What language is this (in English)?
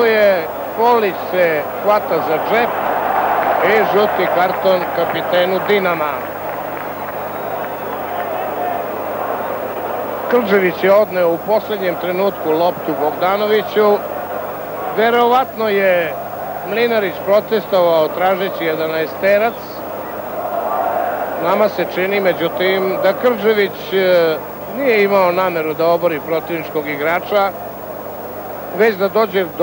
Serbian